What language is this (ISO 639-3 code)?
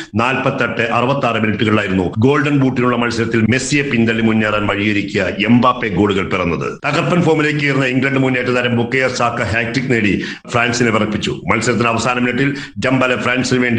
mal